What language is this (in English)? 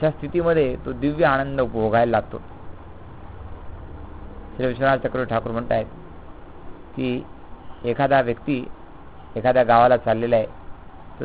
Marathi